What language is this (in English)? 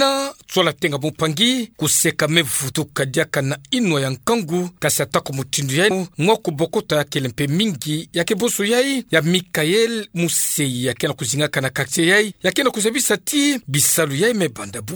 Kituba (Democratic Republic of Congo)